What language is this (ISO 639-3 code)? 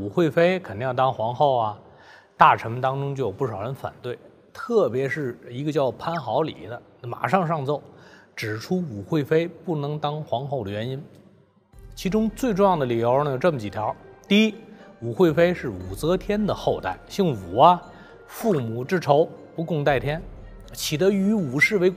zho